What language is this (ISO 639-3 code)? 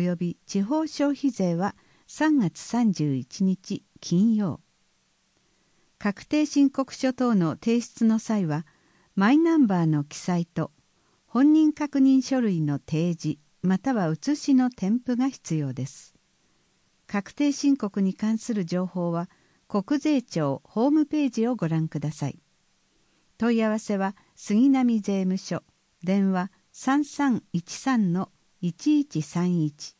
jpn